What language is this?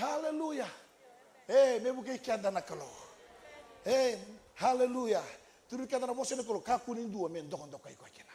Fijian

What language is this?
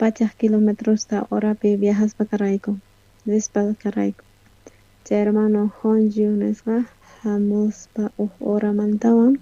South Bolivian Quechua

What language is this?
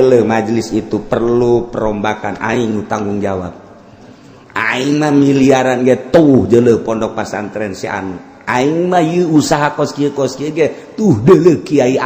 Sundanese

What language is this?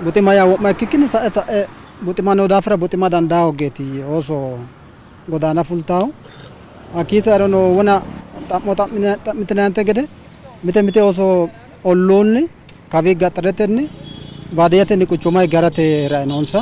Sidamo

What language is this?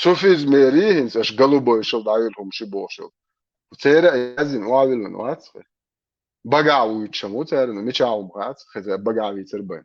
Chechen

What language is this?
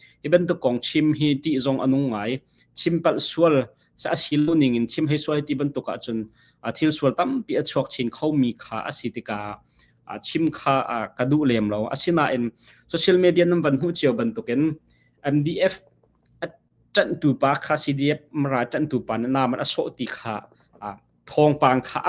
Hakha Chin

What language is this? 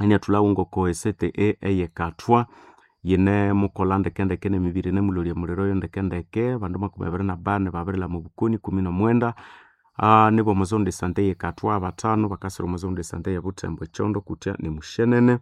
Nande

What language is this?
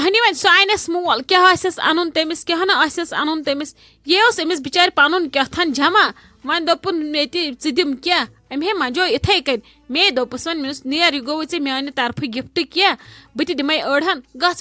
Kashmiri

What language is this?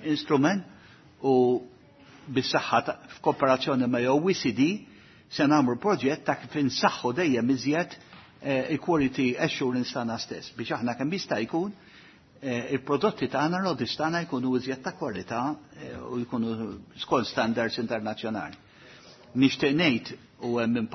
Maltese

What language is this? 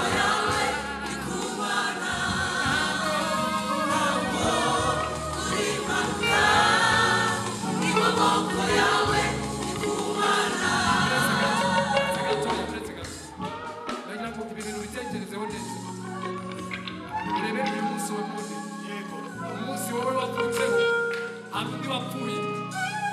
Kinyarwanda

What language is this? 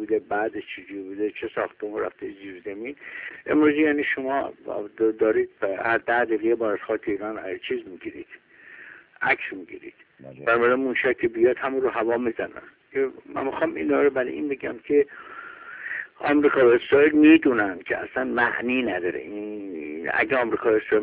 Persian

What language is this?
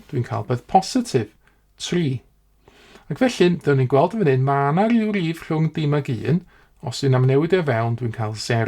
Welsh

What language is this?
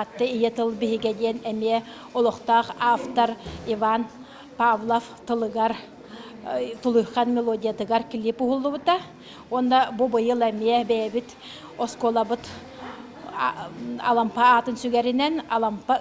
Yakut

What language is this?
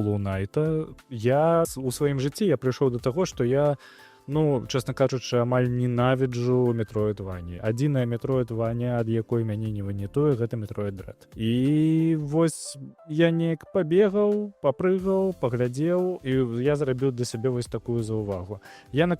Belarusian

